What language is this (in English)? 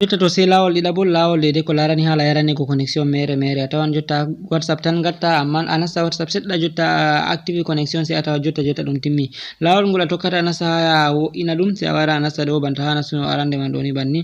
Fula